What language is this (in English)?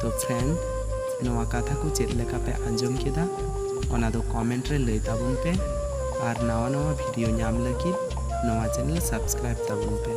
Santali